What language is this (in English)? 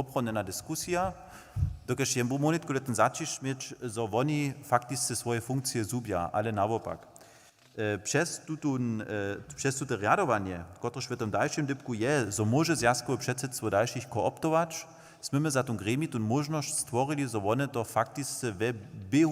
Upper Sorbian